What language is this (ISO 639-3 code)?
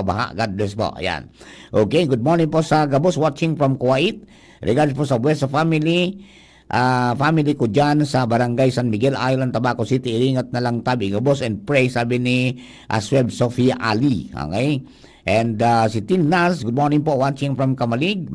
bik